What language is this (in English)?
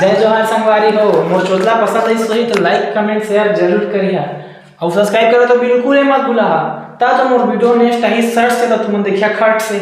Chhattisgarhi